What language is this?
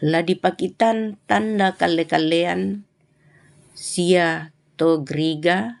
Toraja-Sa'dan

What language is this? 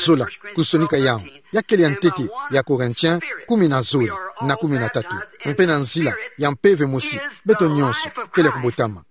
Kituba (Democratic Republic of Congo)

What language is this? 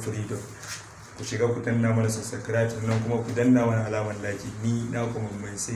Hausa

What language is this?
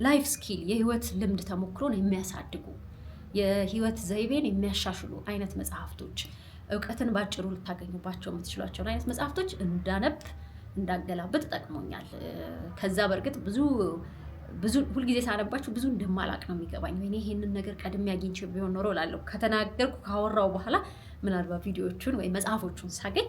Amharic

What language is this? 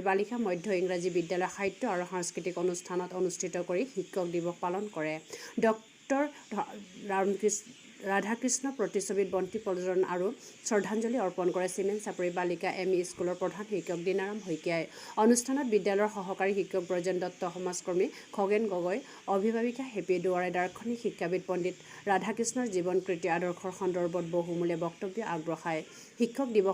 Assamese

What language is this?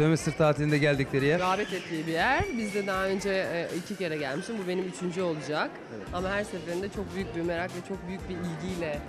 Turkish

